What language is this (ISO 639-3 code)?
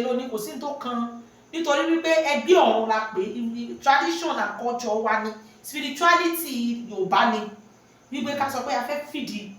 yor